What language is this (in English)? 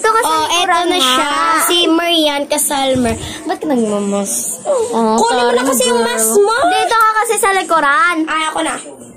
Filipino